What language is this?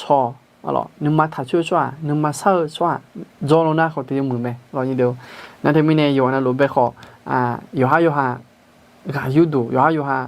Akha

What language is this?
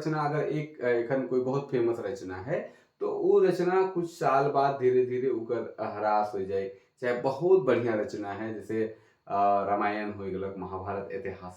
Sadri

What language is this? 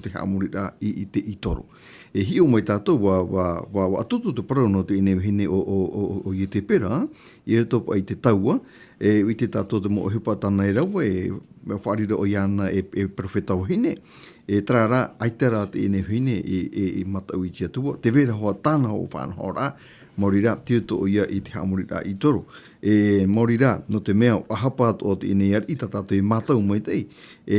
Tahitian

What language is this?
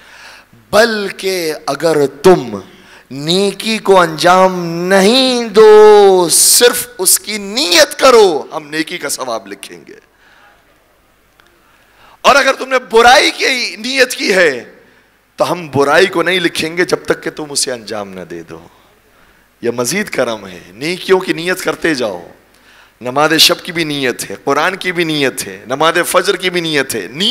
Urdu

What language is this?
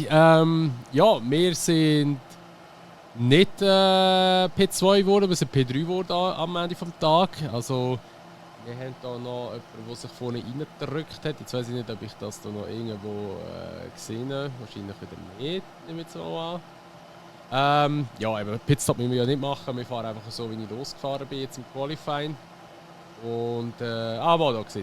Swiss German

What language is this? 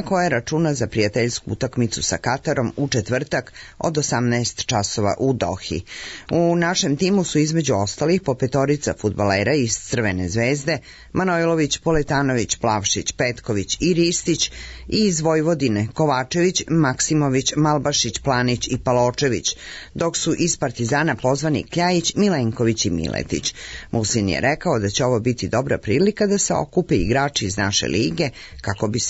Serbian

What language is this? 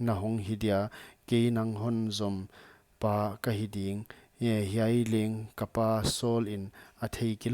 Paite Chin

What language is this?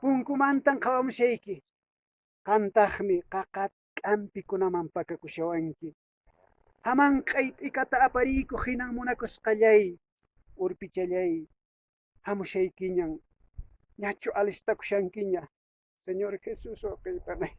Quechua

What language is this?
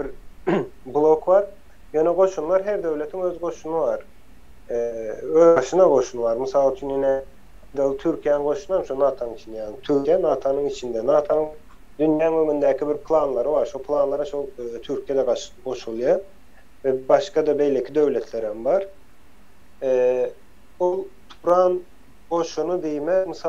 Turkmen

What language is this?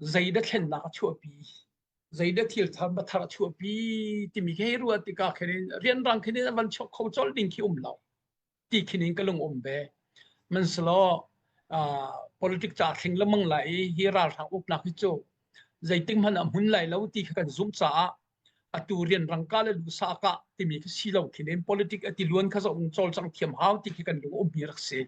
Hakha Chin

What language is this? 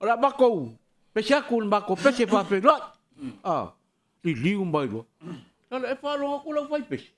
Samoan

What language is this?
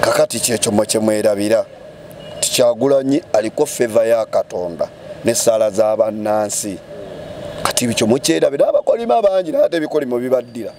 Ganda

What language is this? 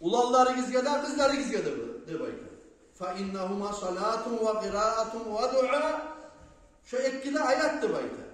Kumyk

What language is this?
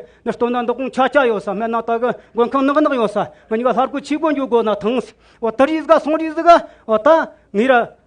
Amdo Tibetan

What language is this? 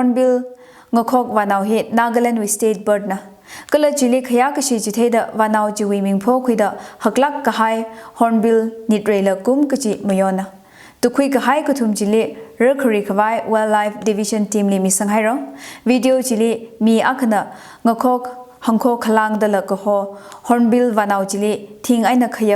Tangkhul Naga (India)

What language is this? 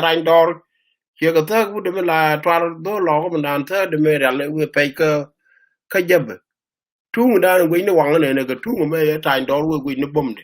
Nuer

